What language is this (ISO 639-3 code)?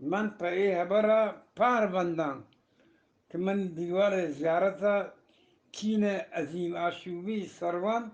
bgp